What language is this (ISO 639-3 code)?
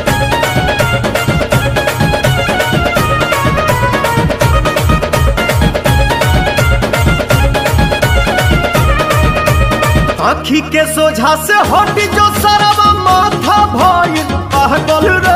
bho